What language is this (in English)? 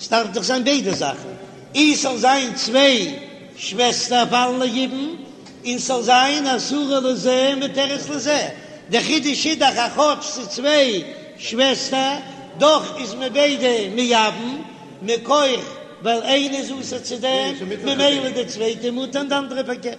Yiddish